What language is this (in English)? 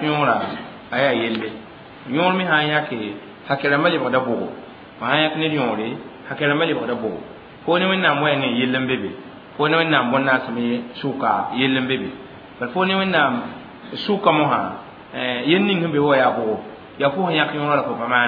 Mossi